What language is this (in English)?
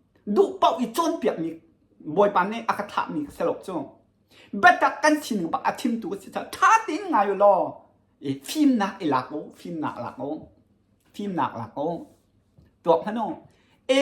Hakha Chin